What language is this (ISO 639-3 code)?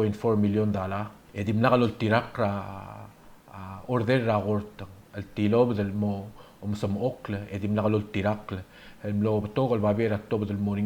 pau